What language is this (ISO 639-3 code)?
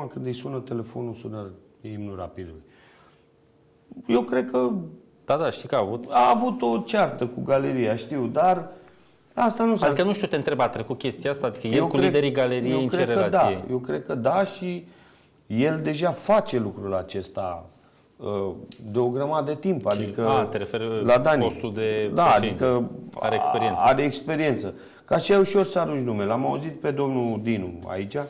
ron